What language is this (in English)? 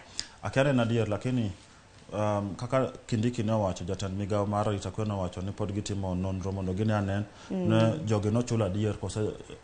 Luo (Kenya and Tanzania)